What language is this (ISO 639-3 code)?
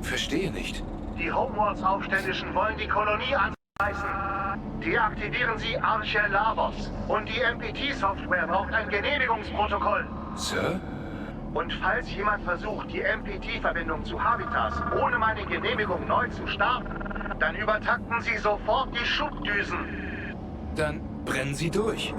gsw